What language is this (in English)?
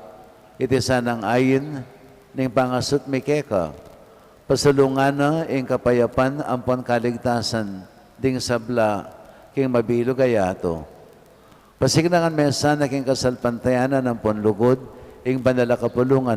Pampanga